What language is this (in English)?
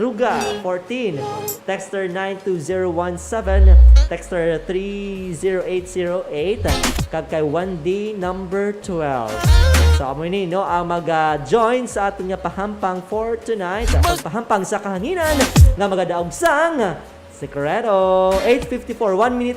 Hiligaynon